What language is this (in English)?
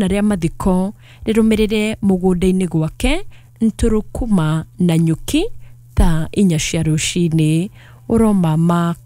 Kikuyu